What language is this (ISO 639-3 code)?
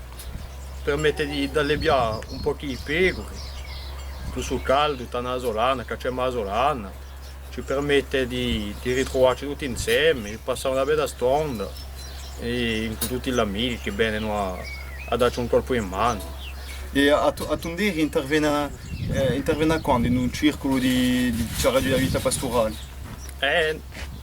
cos